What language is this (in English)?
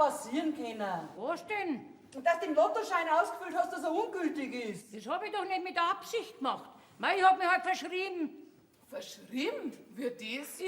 Bavarian